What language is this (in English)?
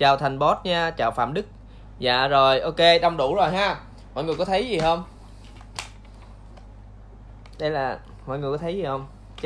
Vietnamese